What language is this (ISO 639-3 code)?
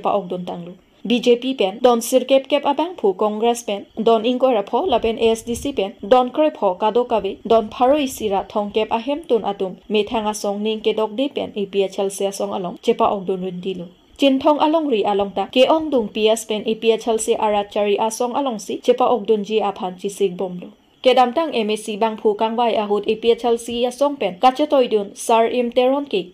mjw